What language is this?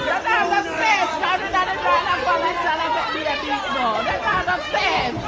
Jamaican Creole English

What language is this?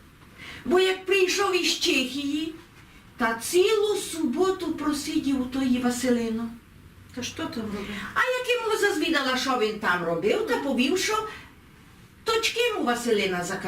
Rusyn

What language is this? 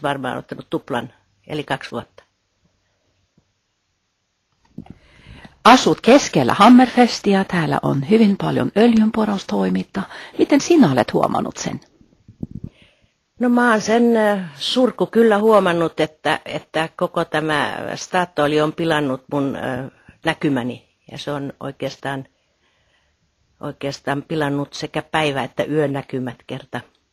Finnish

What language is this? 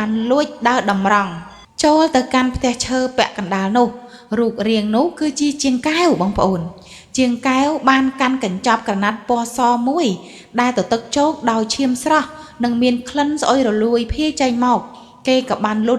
Khmer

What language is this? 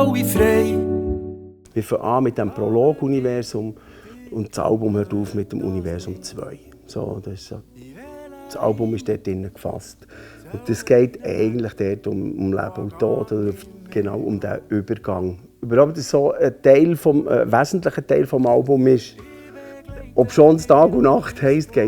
Swiss German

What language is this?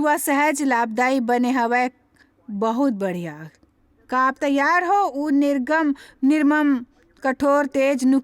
Chhattisgarhi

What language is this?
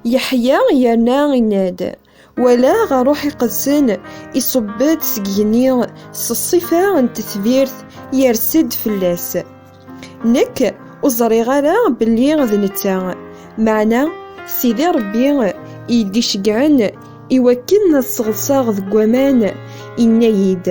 Kabyle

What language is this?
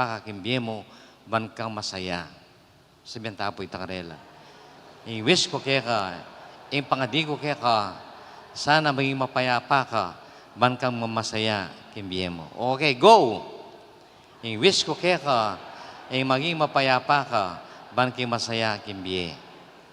Pampanga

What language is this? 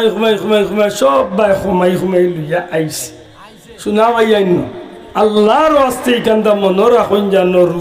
Sylheti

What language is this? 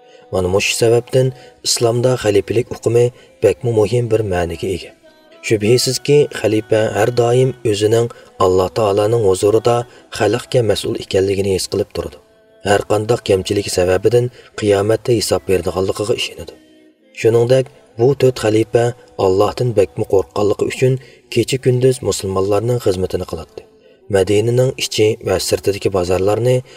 Uyghur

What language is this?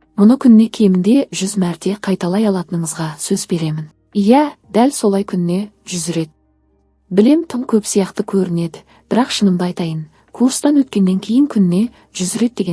Kazakh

